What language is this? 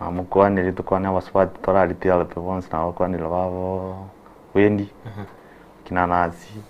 Gusii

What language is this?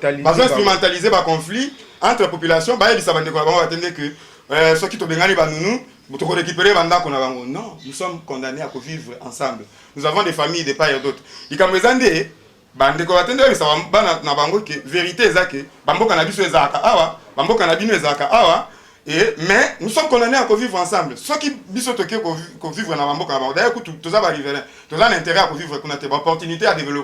Lingala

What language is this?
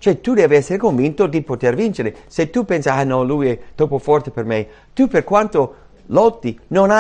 Italian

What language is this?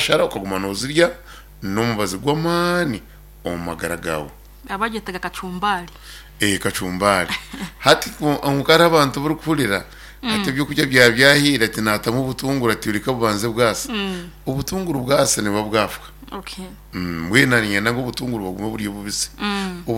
Nyankole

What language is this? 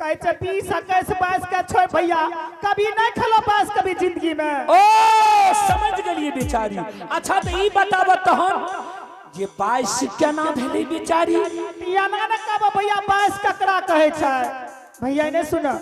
Angika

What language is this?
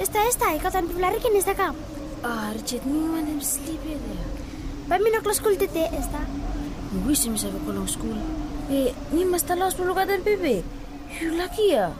Bislama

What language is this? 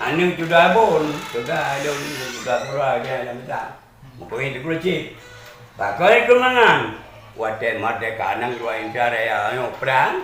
Achinese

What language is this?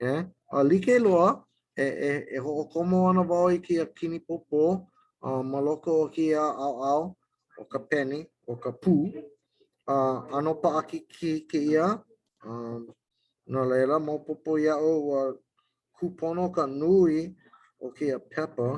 Hawaiian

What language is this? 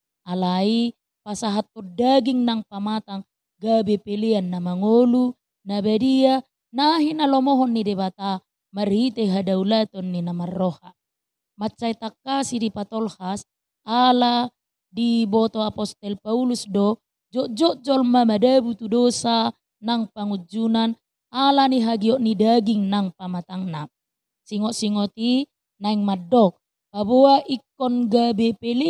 Batak Toba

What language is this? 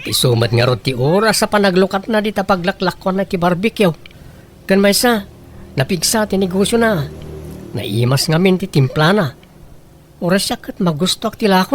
Iloko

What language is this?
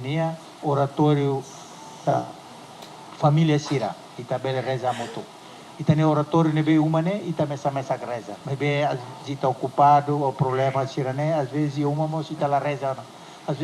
Tetum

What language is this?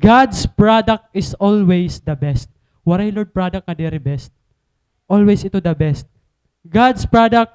Waray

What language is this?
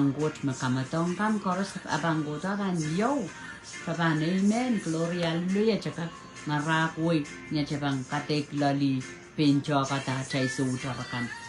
Pohnpeian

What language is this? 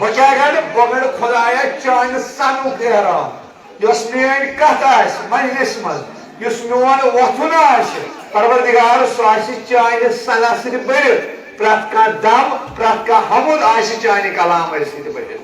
Kashmiri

